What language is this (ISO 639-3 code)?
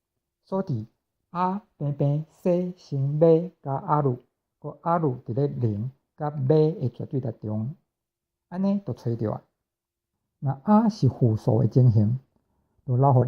nan